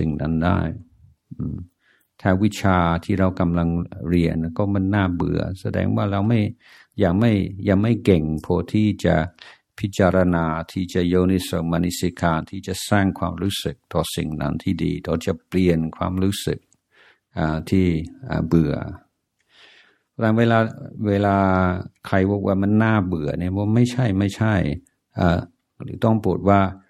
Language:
Thai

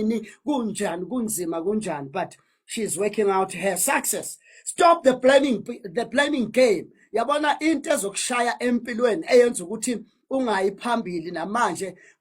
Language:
Zulu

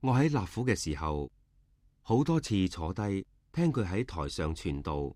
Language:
Cantonese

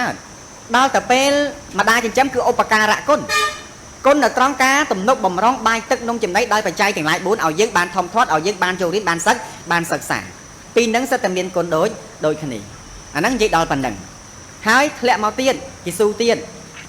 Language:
Khmer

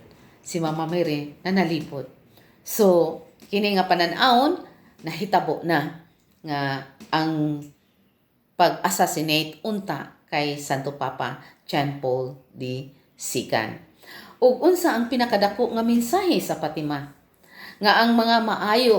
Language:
Cebuano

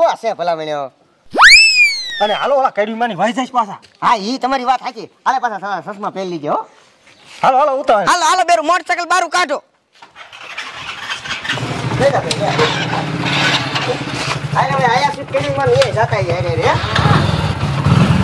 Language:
Gujarati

